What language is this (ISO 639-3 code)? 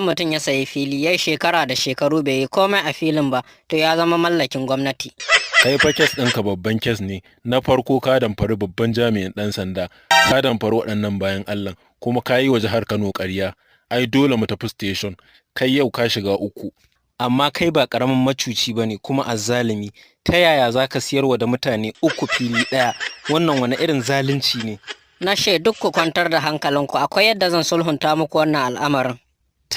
hau